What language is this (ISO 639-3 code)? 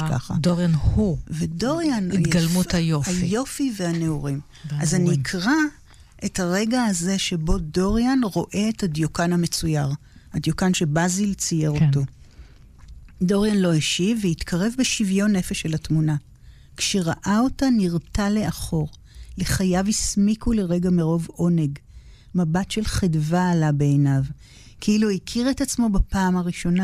heb